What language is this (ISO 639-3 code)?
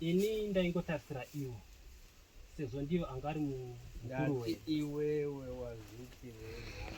sna